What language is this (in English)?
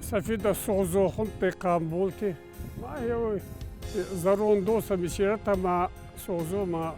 Ossetic